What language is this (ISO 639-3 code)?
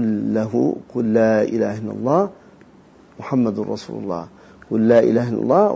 ind